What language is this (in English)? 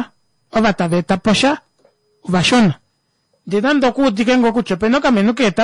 Kuanyama